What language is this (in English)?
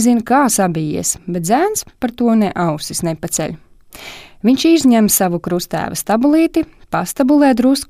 Latvian